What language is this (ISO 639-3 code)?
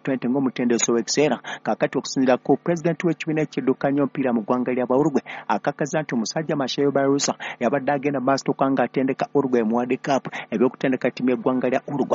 lug